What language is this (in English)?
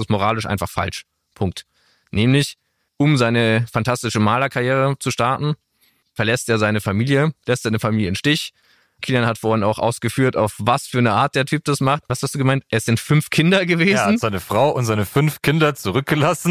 German